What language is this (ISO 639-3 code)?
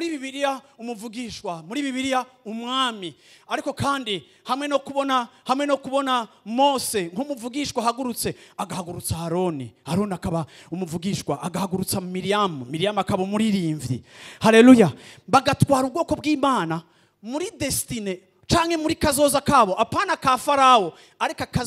run